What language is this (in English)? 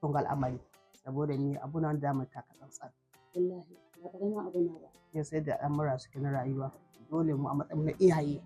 Hausa